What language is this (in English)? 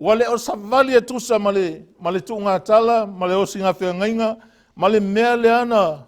Samoan